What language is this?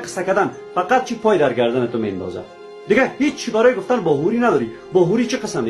Persian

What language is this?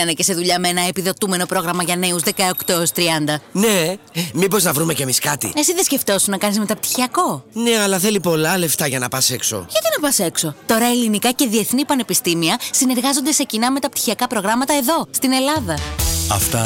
Greek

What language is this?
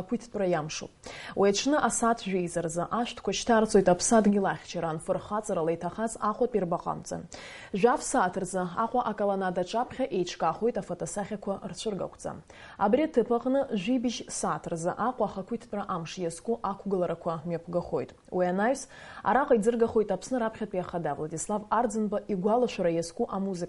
Abkhazian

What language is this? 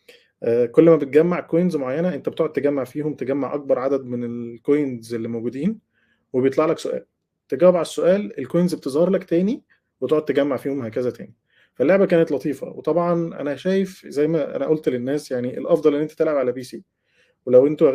Egyptian Arabic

